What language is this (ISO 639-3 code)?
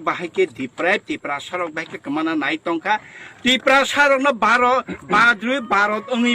trp